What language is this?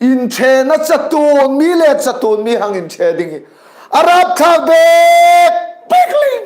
Hmar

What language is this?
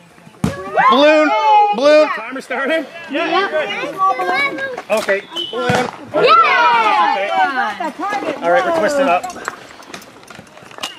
English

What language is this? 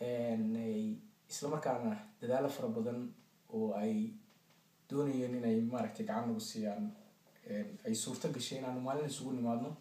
Somali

